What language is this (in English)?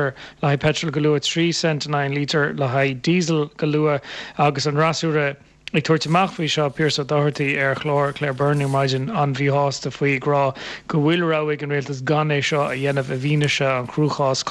Irish